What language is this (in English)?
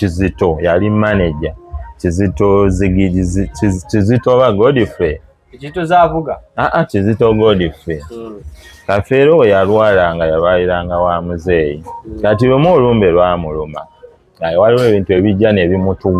Ganda